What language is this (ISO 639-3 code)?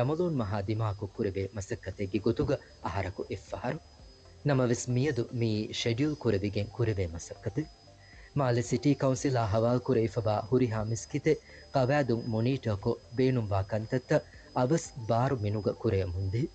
div